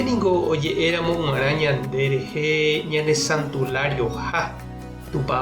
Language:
Guarani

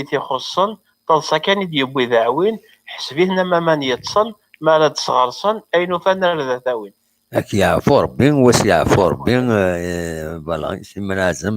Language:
Kabyle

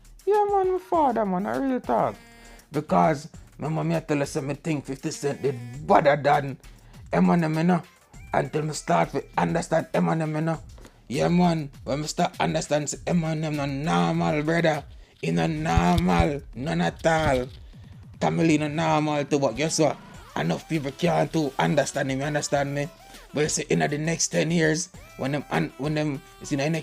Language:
Jamaican Creole English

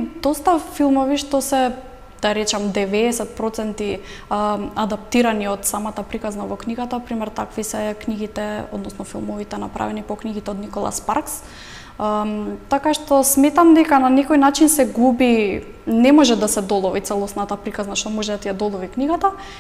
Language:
Macedonian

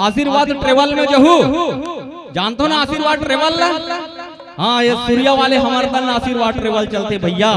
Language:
Chhattisgarhi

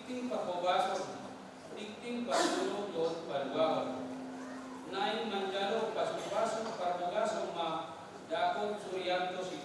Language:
Batak Toba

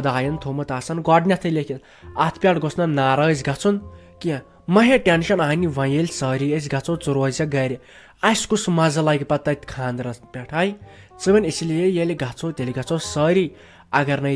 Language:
Kashmiri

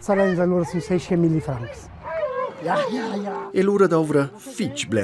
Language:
Romansh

